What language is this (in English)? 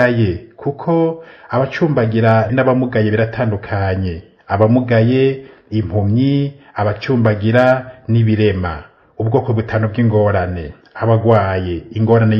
Rundi